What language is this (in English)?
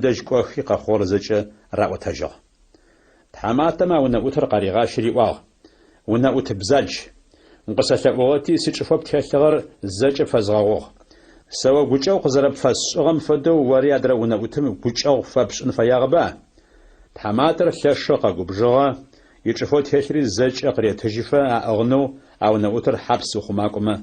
Adyghe